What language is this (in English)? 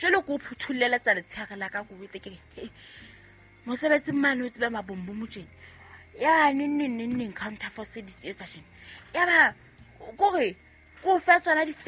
Southern Sotho